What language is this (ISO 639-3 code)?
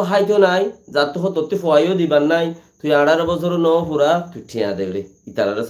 rhg